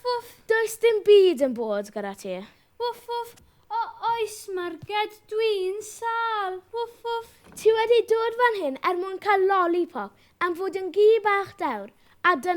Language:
Welsh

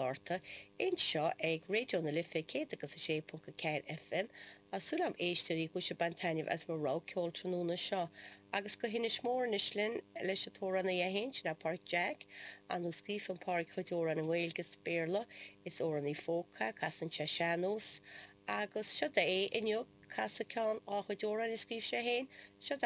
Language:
Irish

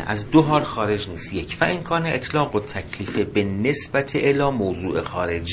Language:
Persian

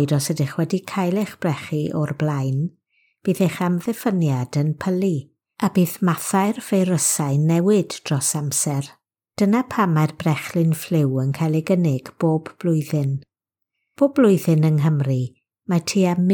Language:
Welsh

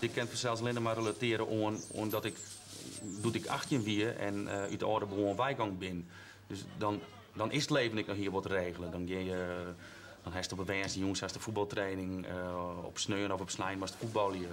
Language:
Western Frisian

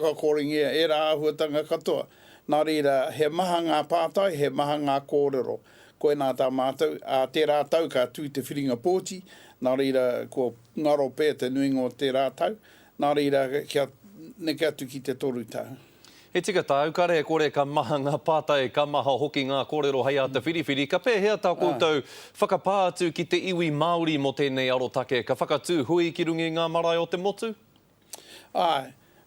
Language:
Māori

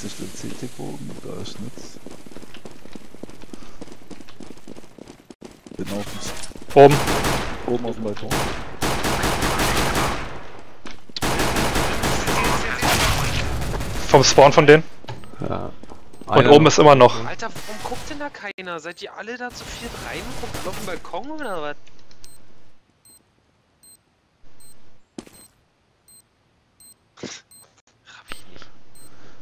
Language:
German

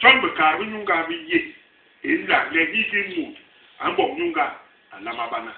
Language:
Basaa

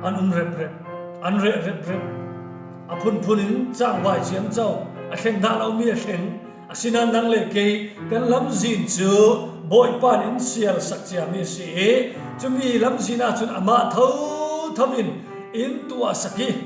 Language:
Falam Chin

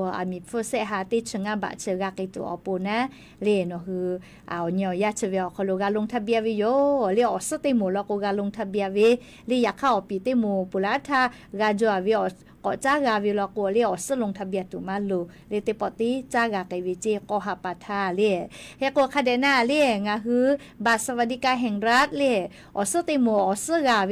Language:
Lahu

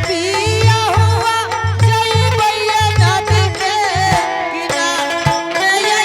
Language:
Angika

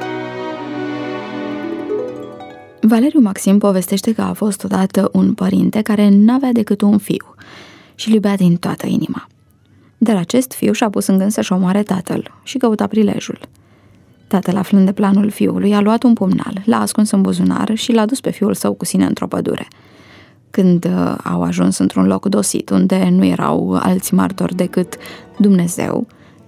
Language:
Romanian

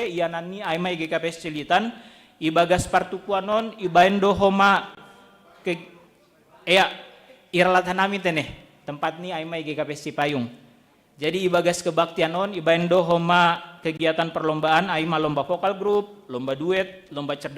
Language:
Batak Simalungun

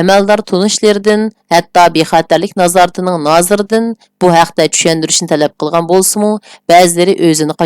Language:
Uyghur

